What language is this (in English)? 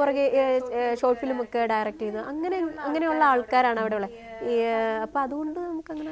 Malayalam